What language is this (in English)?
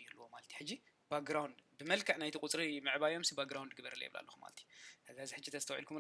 Tigrinya